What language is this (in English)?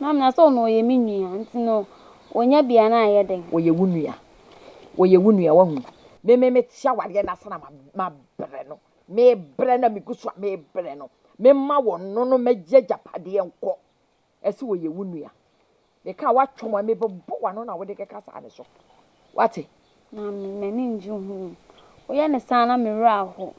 Akan